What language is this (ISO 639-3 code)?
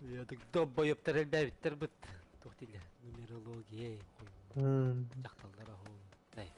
sah